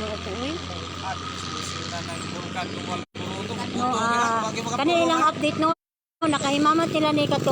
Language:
Cebuano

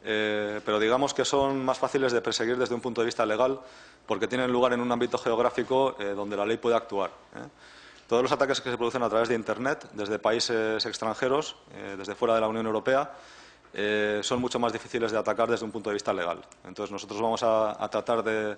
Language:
Spanish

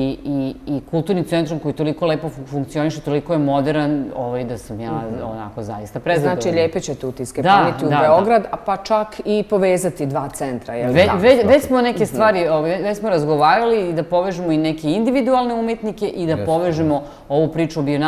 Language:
Bosnian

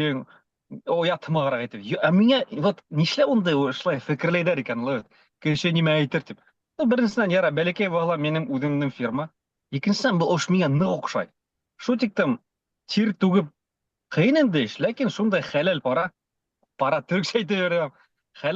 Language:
Bashkir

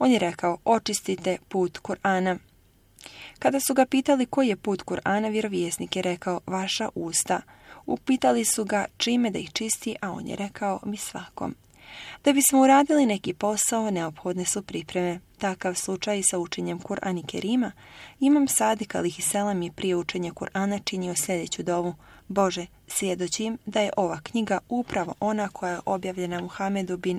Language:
Bosnian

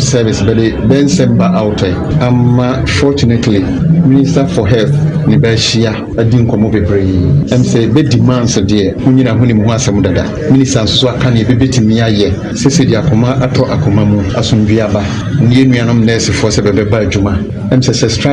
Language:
Akan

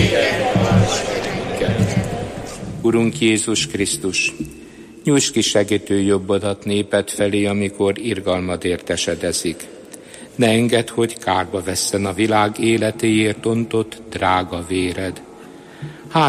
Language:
Hungarian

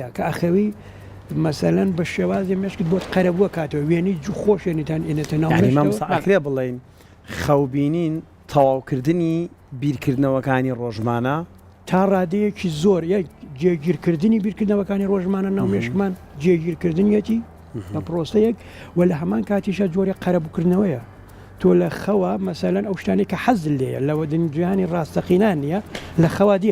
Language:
Central Kurdish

